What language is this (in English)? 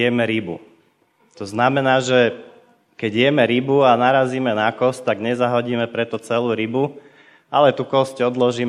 Slovak